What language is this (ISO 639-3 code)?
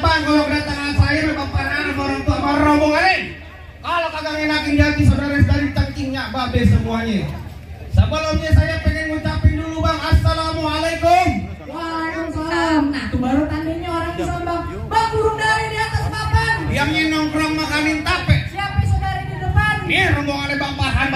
bew